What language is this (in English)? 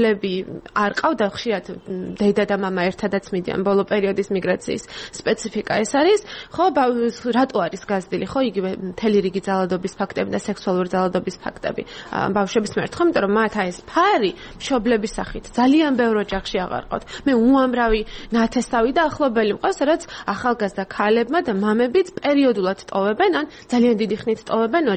Georgian